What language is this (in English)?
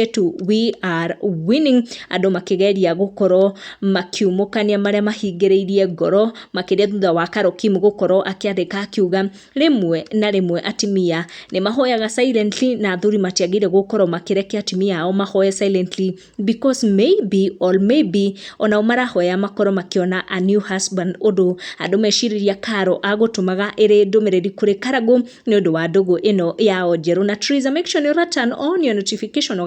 Kikuyu